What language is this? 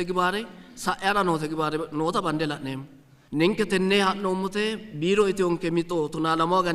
Sidamo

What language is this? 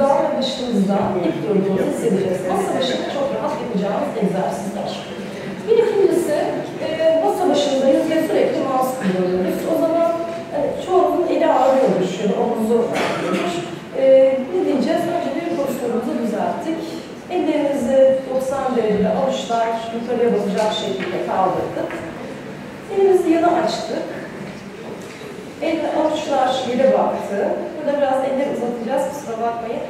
Turkish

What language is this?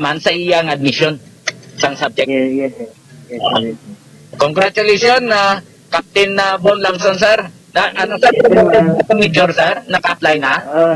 Hiligaynon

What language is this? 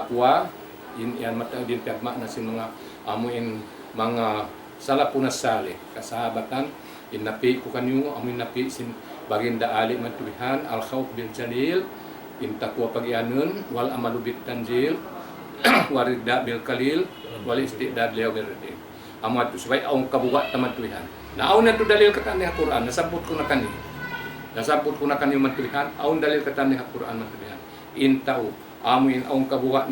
Tausug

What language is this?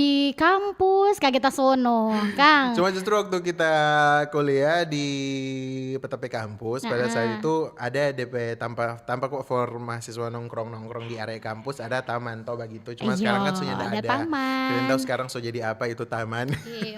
Manado Malay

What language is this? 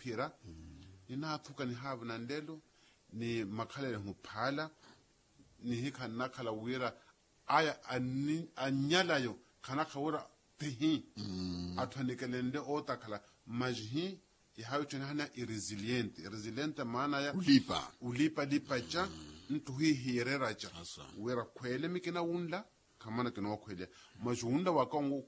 Makhuwa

